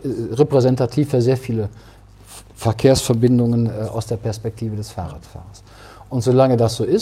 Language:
German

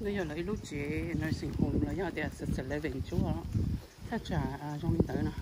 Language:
Hmong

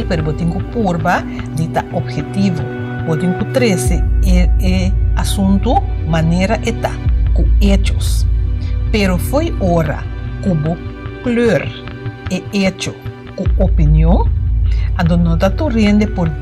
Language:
Papiamento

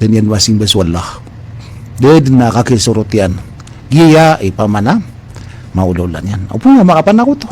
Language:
Maranao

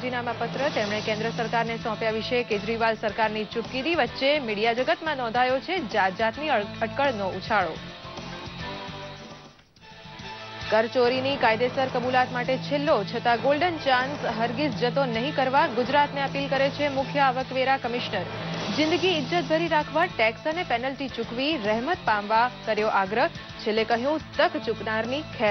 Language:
Gujarati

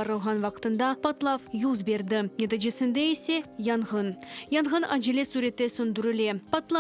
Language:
Crimean Tatar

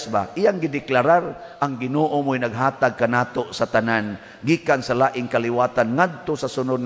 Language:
Cebuano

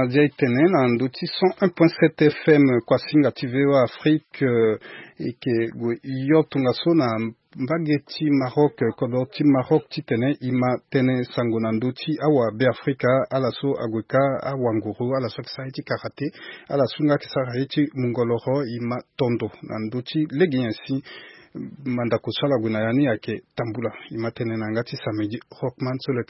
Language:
Sango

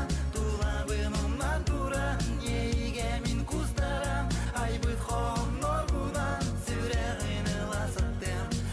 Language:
Yakut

